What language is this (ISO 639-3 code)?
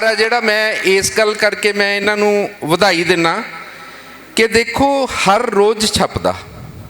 lah